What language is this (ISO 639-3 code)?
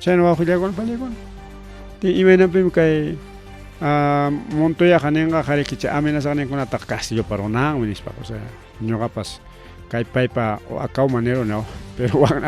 quy